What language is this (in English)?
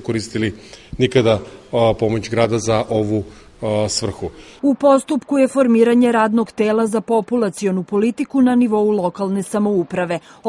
Serbian